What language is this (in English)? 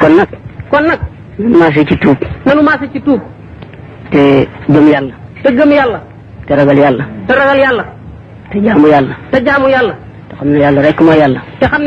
Wolof